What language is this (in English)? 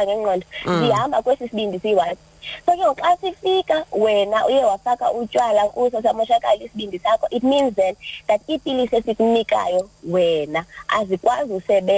Xhosa